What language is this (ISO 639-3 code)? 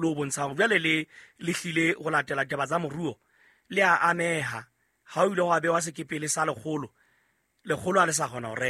sot